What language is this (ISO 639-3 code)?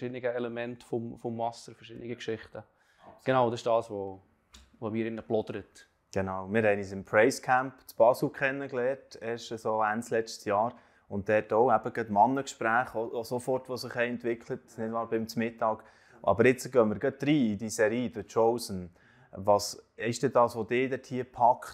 gsw